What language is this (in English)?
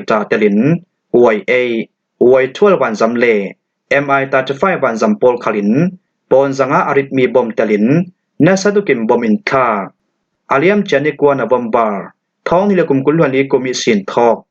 Falam Chin